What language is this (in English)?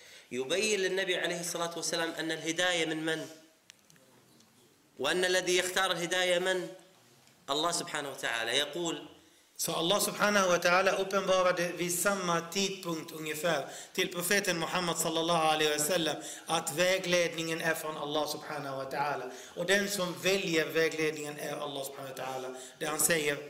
Swedish